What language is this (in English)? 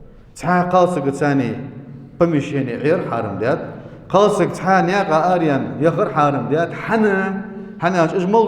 Ingush